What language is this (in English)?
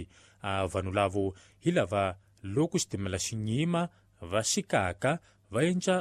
Tsonga